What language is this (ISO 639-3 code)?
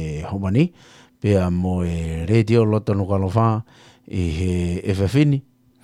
ton